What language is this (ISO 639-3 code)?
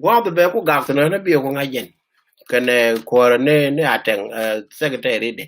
nus